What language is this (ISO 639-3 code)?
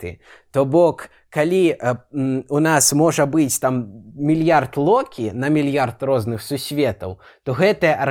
bel